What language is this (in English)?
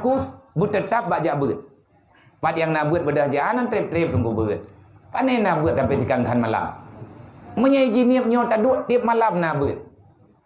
Achinese